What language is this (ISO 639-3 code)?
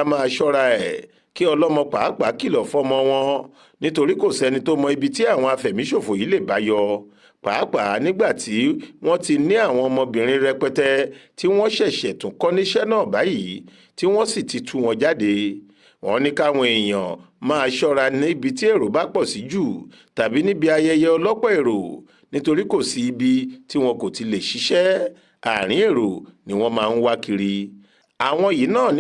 yor